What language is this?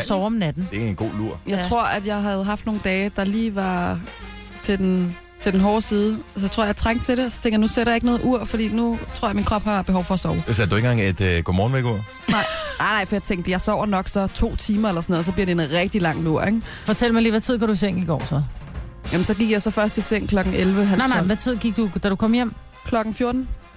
Danish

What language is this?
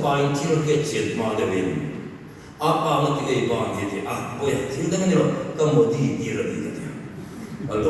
Mizo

